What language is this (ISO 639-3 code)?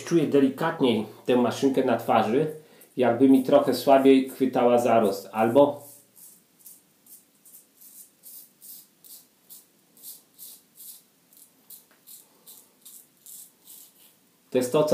pol